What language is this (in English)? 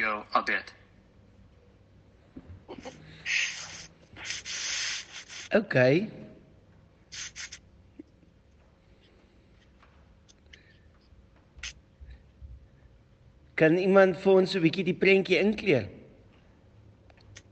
Afrikaans